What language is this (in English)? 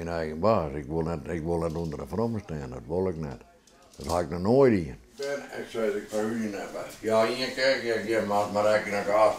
Western Frisian